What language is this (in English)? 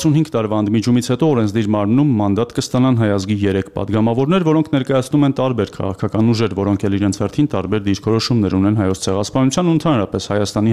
Armenian